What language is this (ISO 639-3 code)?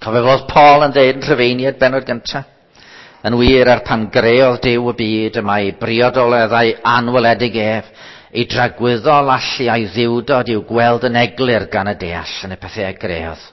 cym